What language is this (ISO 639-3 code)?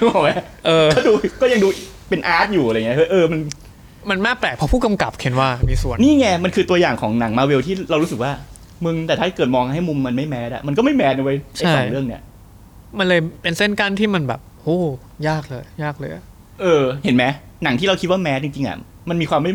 tha